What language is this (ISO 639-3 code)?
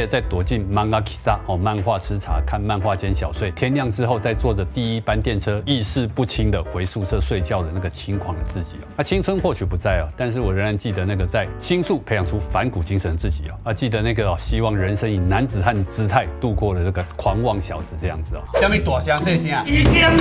zho